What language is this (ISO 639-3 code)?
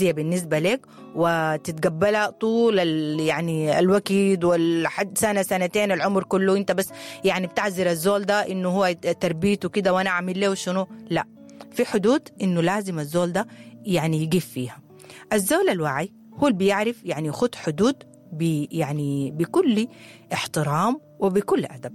apd